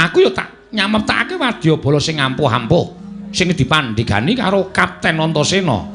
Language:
Javanese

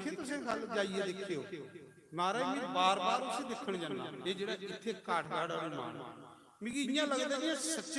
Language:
Dogri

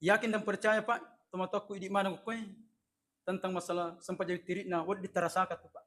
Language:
Buginese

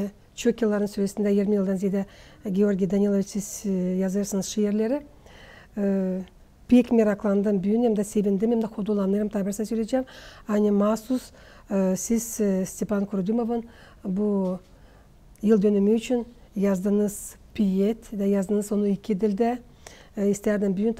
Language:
Gagauz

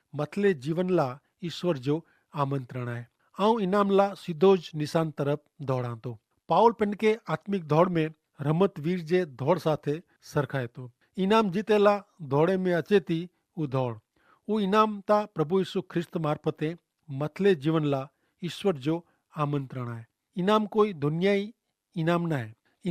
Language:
Kachhi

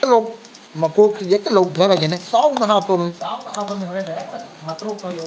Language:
Manipuri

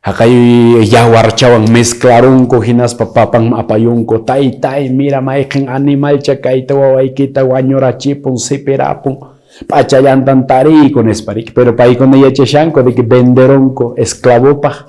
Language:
Quechua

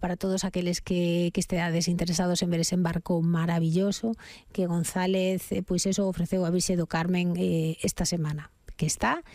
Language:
Galician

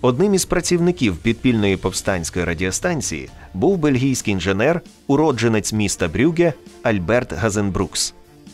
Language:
Ukrainian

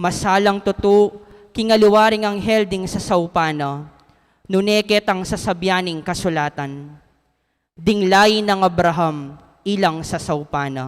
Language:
Pampanga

